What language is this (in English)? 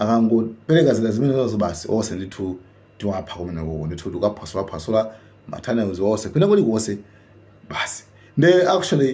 Nyanja